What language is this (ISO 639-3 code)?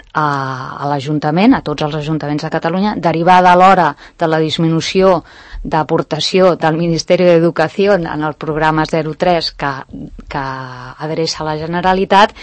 cat